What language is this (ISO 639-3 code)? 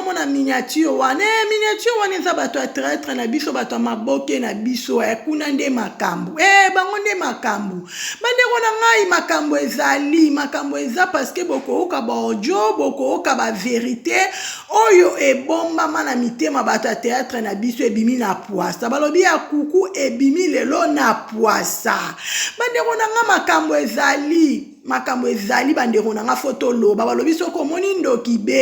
lin